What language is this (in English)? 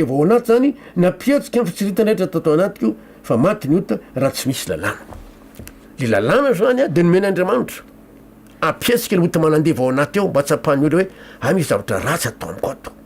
Malagasy